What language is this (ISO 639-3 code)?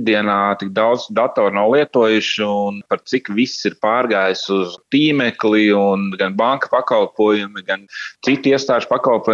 lav